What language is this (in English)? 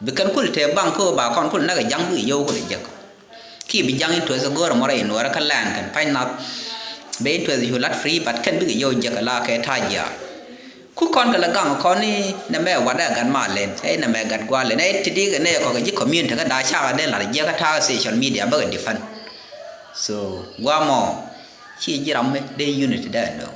Nuer